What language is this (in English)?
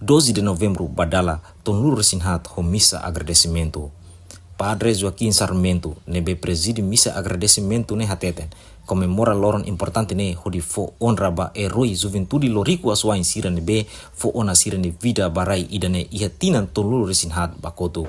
Tetum